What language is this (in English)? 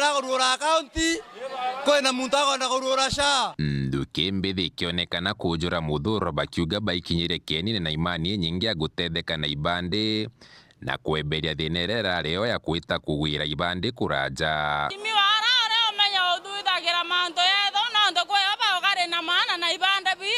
Meru